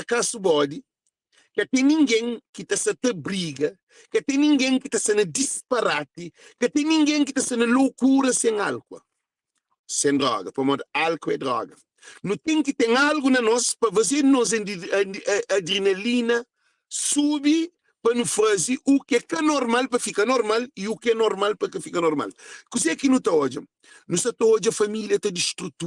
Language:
Kabuverdianu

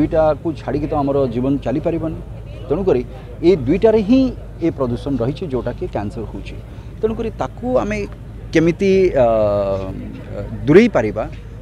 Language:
Odia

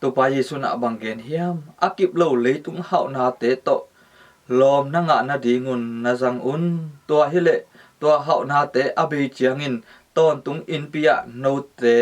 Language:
Tedim Chin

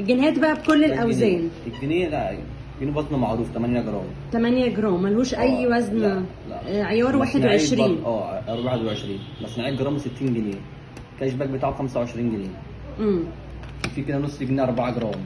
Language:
Egyptian Arabic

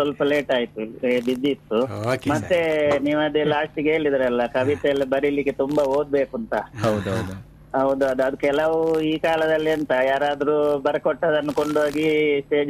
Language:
Kannada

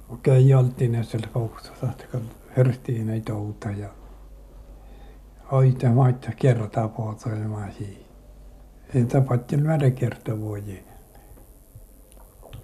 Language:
Finnish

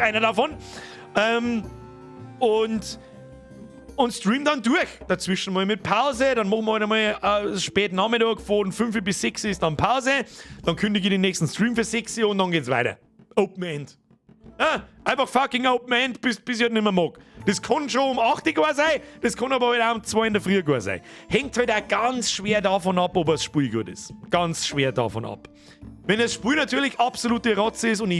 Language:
Bavarian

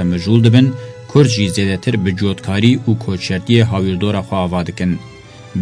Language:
Kurdish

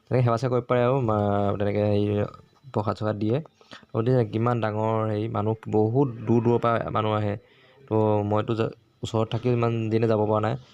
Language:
Assamese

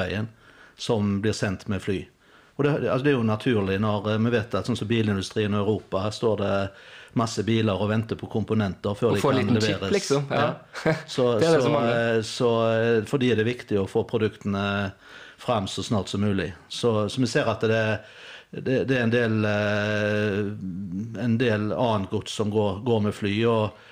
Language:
Norwegian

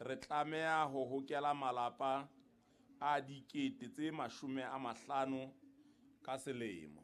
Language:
Southern Sotho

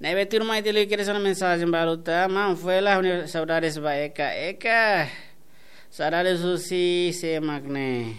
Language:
Tetum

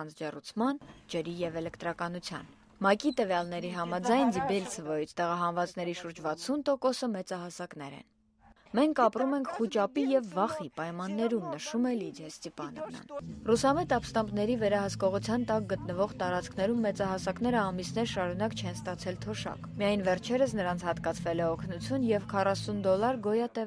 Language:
Armenian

